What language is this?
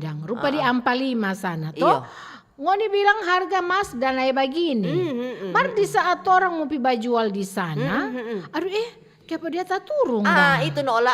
Manado Malay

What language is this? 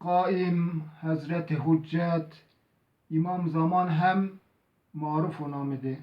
Zaza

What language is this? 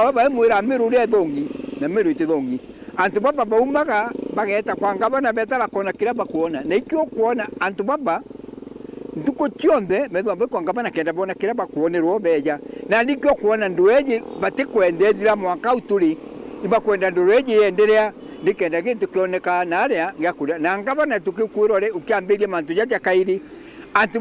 Meru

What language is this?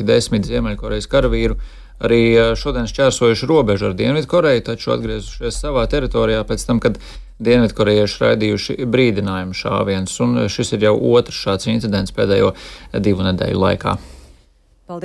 Latvian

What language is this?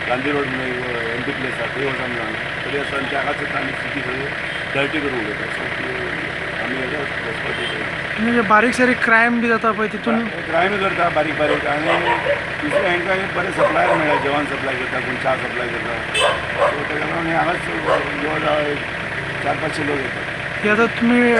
Konkani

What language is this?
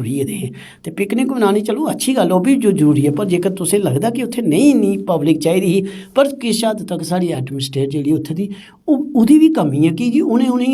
Dogri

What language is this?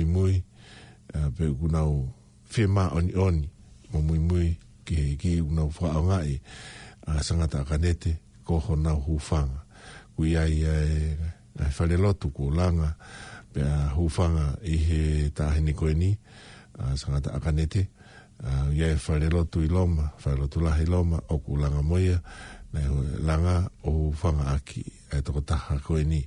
Tongan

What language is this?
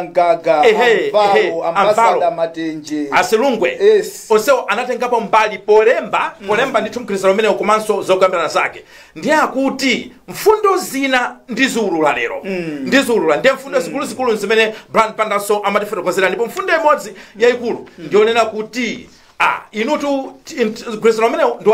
Nyanja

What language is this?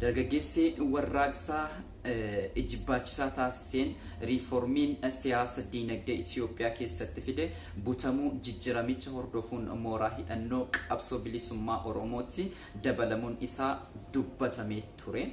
Oromo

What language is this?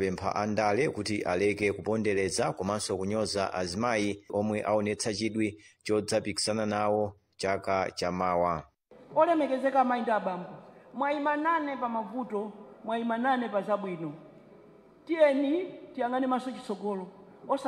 Nyanja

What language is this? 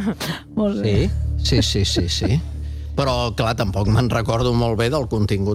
Catalan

